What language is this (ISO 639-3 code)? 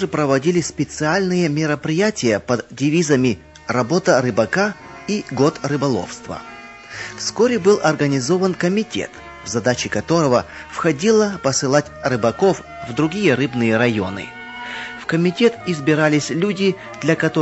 rus